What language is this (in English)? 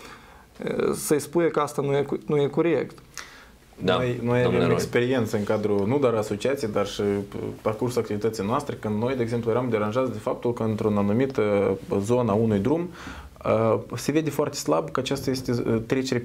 Romanian